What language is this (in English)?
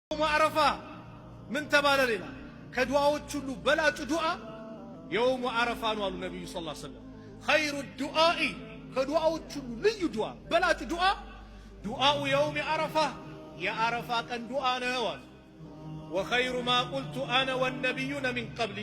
Amharic